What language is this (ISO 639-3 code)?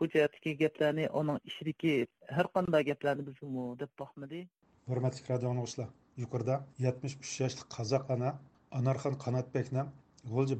uig